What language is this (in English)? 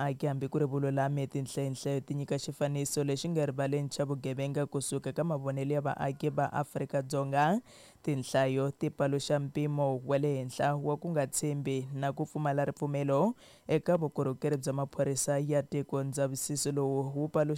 Tsonga